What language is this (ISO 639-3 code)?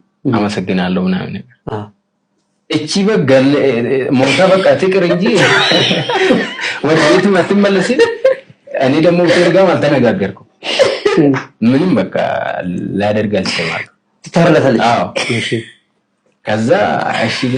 amh